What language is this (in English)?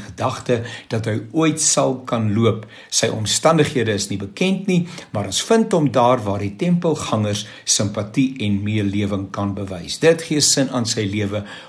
Afrikaans